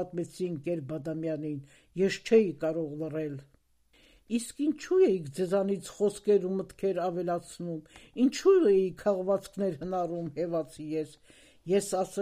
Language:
Armenian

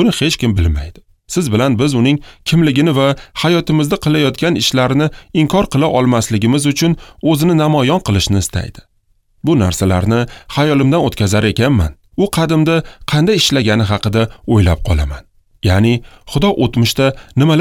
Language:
Uzbek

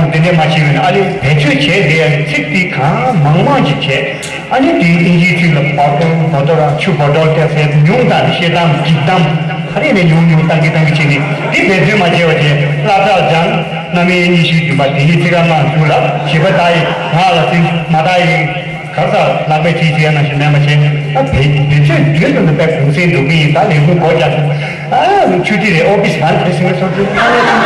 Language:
Tibetan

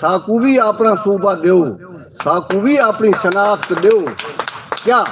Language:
Saraiki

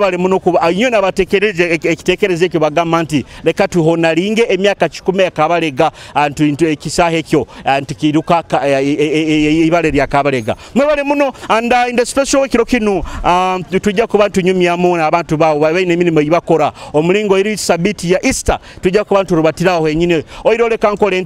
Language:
Nyoro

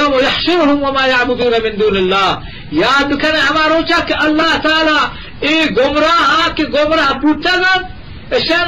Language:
Eastern Balochi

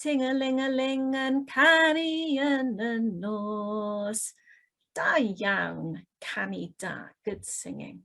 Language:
Welsh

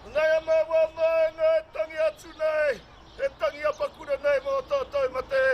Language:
Māori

